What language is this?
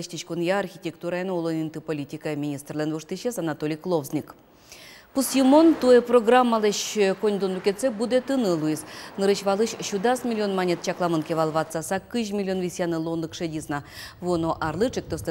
Udmurt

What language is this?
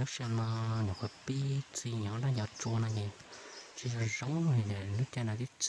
Hmong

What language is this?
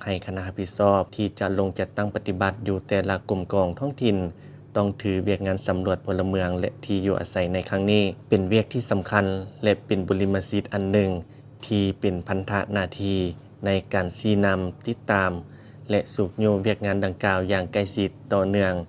Lao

